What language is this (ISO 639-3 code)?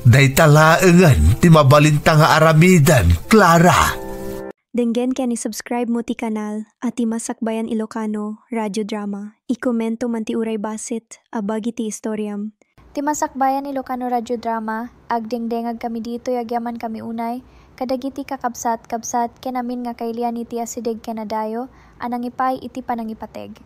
ilo